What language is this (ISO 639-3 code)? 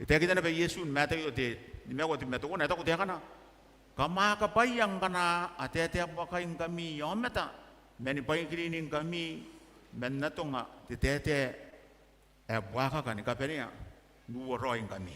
gil